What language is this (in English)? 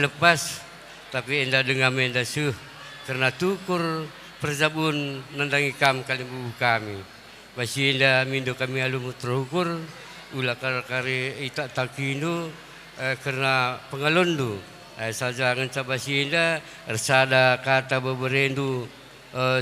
Batak Karo